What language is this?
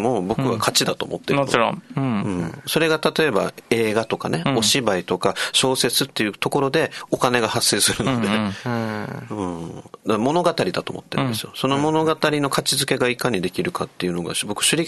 Japanese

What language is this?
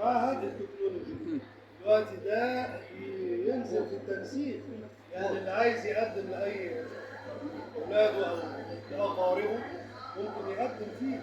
Egyptian Arabic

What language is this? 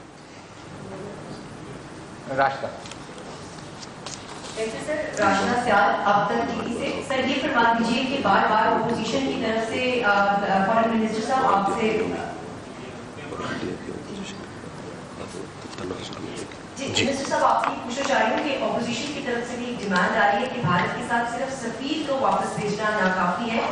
Urdu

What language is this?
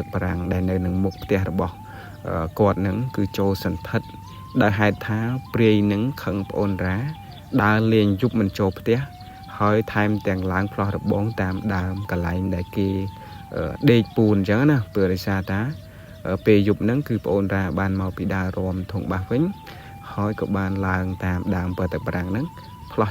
Khmer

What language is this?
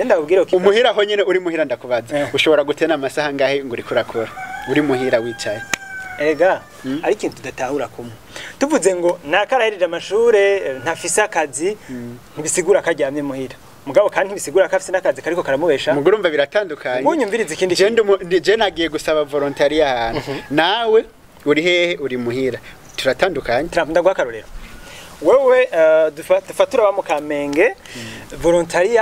Rundi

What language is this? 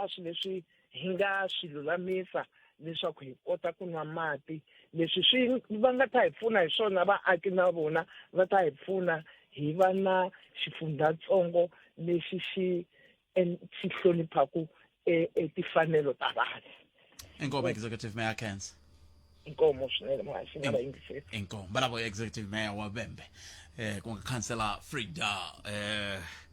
Tsonga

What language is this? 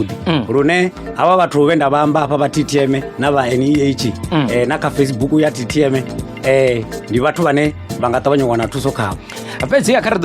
Venda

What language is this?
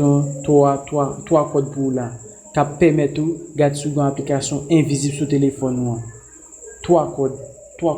Haitian Creole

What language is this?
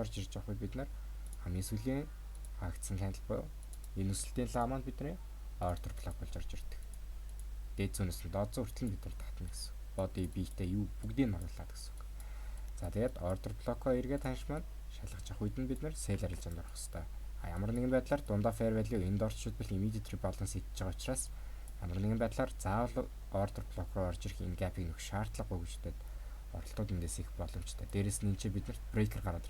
Mongolian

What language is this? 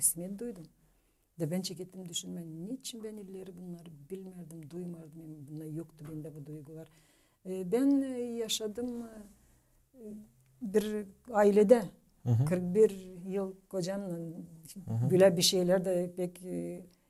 Gagauz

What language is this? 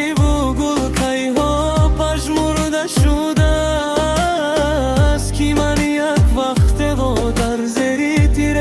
Tajik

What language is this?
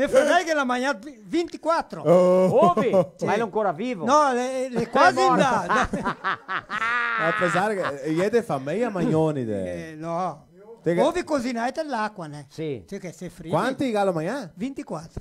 Venetian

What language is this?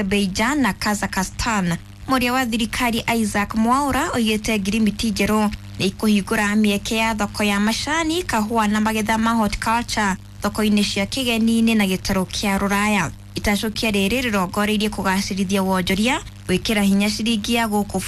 Kikuyu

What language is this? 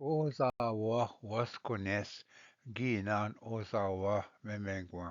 Ojibwa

